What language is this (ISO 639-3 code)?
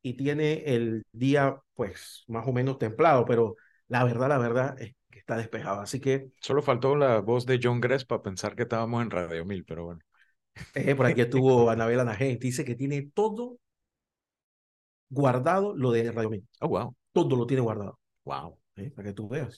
spa